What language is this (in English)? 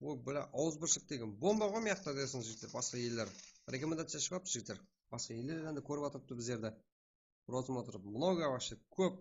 Kara-Kalpak